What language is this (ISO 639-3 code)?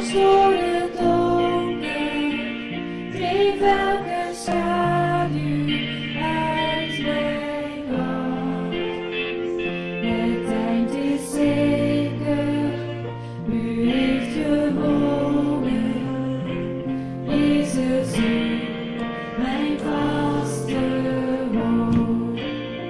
nld